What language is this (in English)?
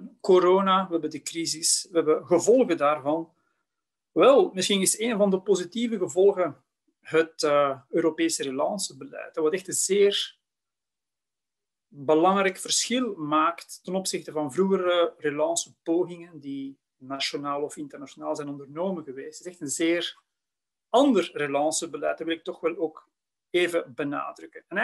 Dutch